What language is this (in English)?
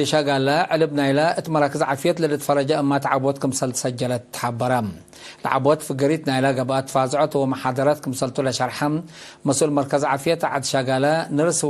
Tigre